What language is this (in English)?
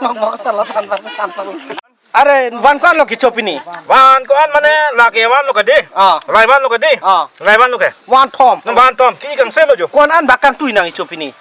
Karbi